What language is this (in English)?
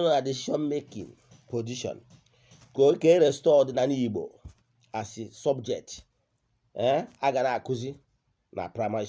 Igbo